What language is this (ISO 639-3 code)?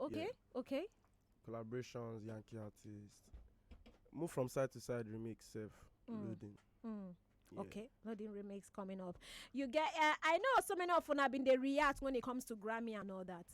pcm